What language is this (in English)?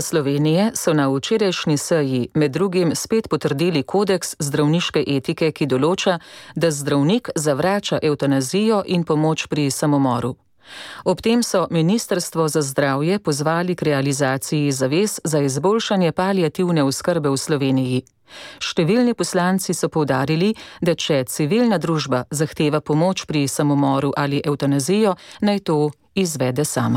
Slovenian